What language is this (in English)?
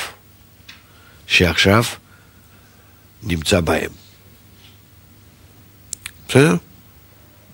Hebrew